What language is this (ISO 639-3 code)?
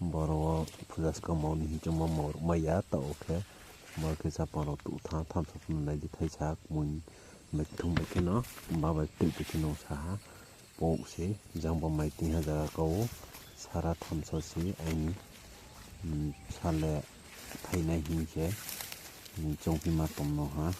ria